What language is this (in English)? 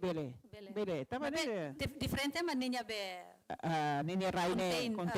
Tetum